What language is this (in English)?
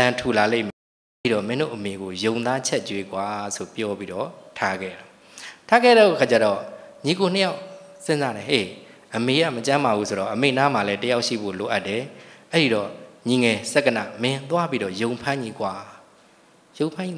Burmese